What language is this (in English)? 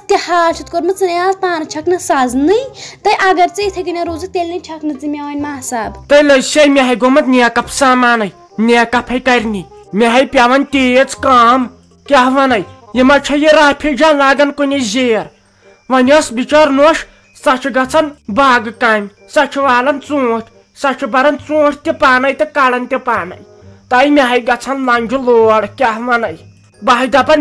Kashmiri